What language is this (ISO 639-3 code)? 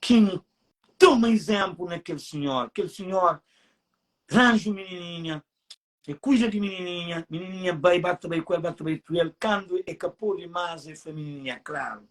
kea